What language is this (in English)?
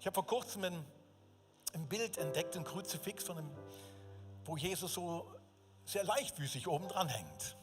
Swiss German